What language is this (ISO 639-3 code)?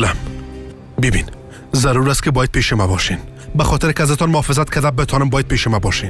fas